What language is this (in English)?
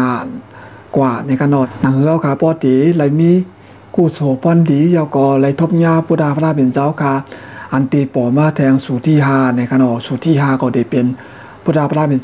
Shan